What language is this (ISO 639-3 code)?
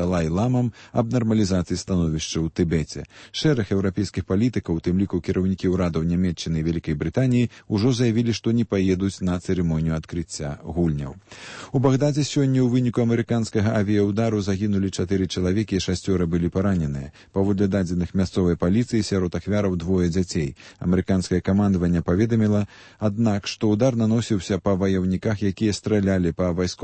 bel